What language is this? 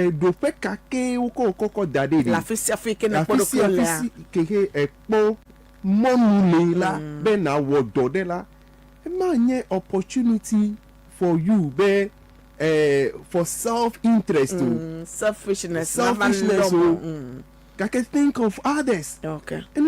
Ewe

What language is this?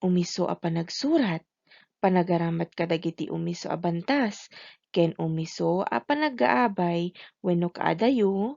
Iloko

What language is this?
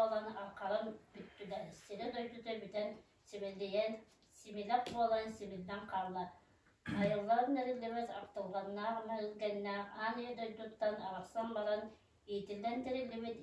Yakut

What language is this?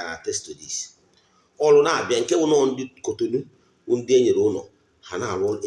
Igbo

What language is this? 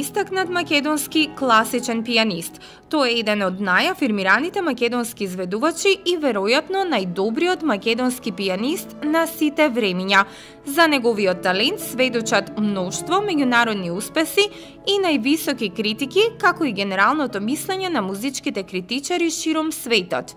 Macedonian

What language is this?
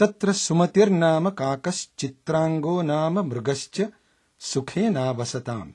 Sanskrit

